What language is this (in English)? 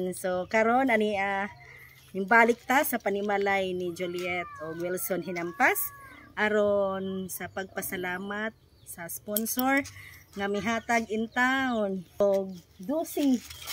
Cebuano